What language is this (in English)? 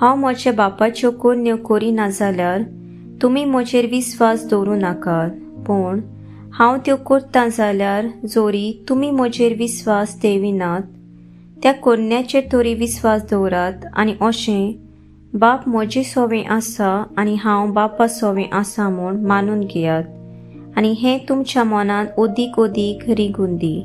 Konkani